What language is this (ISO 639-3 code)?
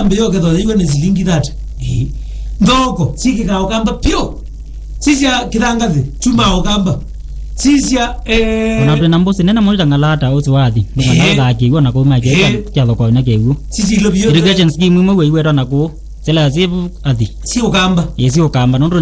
kam